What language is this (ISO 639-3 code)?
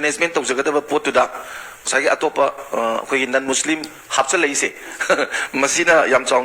mni